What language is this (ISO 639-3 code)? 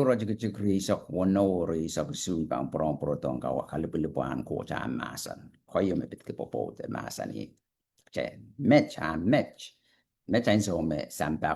pon